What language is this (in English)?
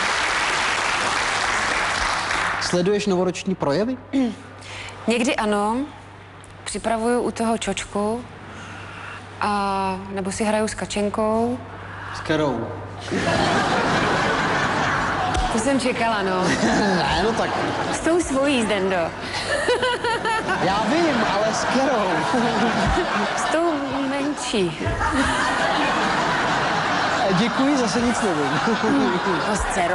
Czech